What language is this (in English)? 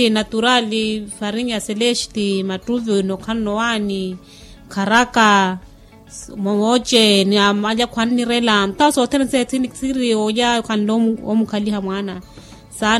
Makhuwa